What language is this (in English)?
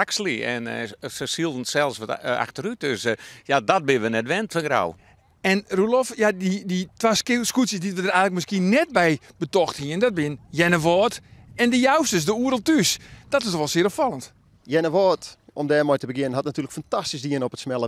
Western Frisian